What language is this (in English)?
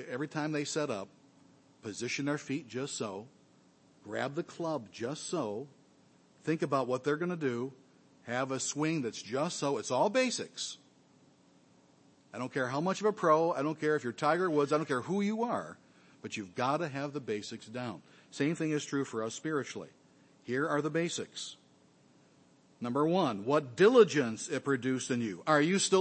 English